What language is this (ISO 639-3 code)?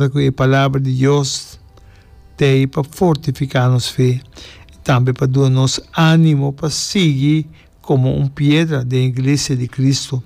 pap